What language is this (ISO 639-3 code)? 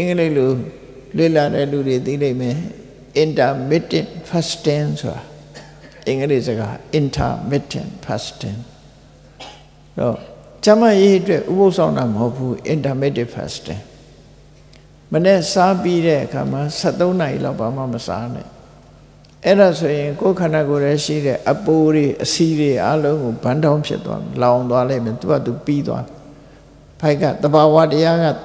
mya